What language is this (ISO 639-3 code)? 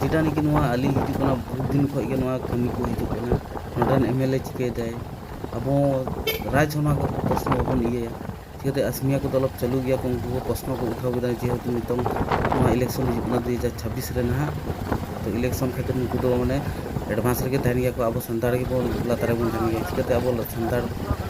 sat